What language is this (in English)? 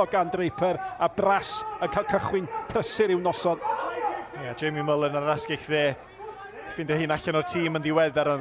Welsh